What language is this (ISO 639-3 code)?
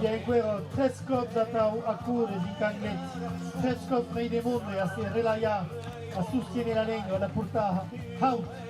oci